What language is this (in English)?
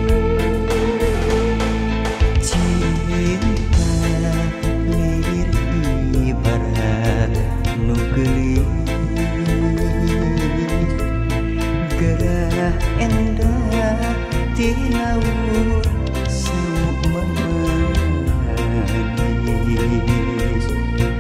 Sundanese